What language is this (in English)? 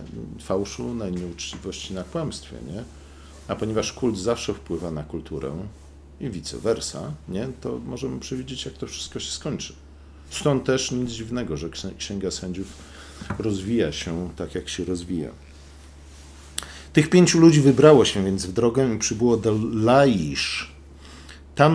Polish